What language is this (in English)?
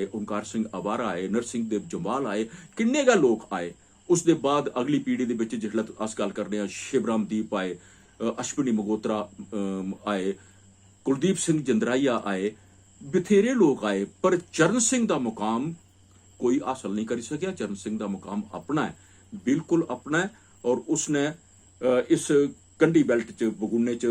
Dogri